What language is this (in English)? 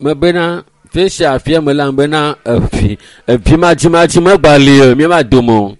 Ewe